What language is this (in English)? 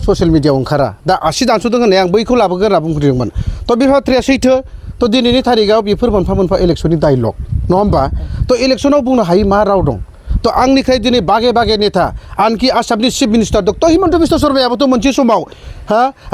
Bodo